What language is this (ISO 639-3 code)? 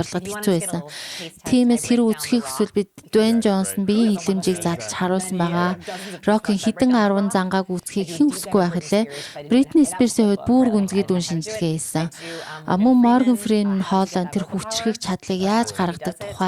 mon